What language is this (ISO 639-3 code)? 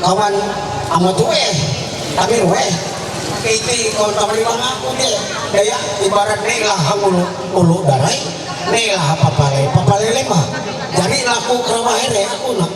mhy